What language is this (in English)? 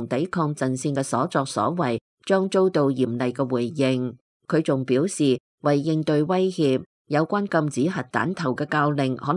Cantonese